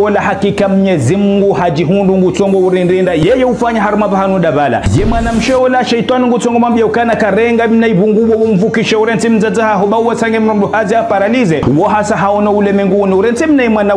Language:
Ngazidja Comorian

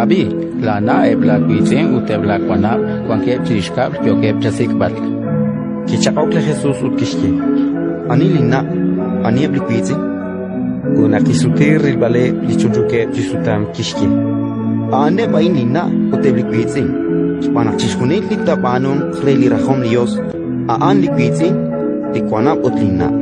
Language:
Kekchí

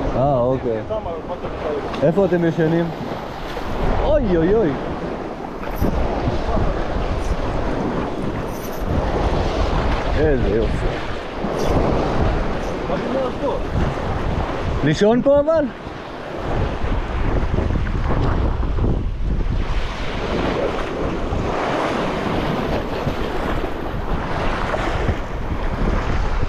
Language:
Hebrew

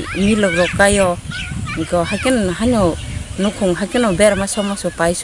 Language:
Kok Borok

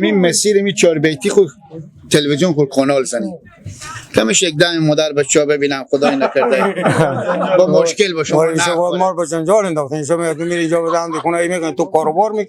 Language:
Persian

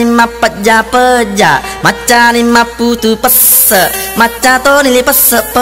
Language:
Buginese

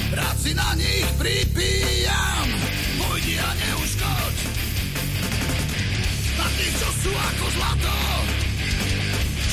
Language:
Slovak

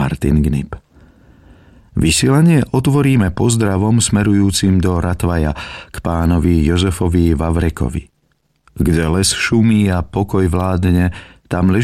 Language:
Slovak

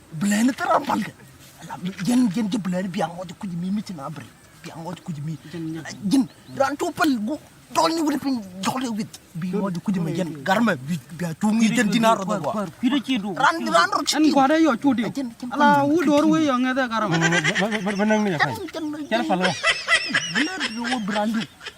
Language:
Nuer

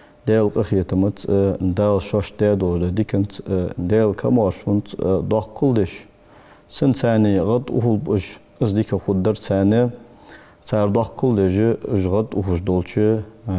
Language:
Ingush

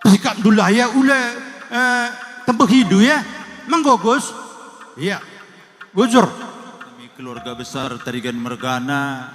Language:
Batak Karo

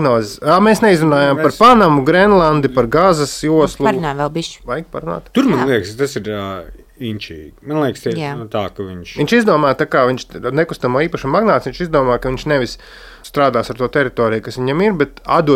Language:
Latvian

